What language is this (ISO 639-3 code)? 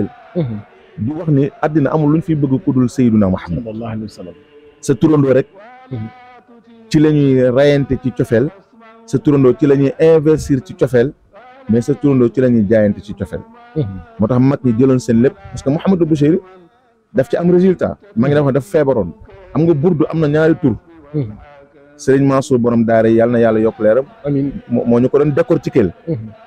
wol